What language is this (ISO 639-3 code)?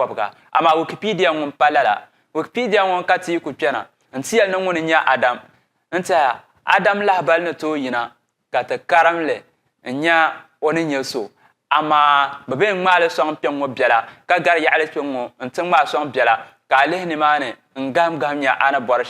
dag